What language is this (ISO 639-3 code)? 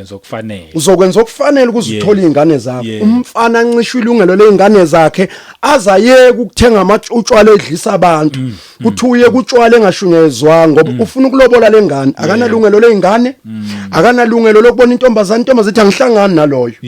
zul